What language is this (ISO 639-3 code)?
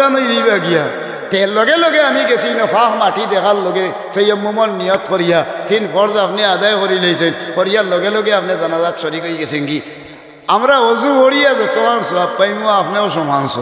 syl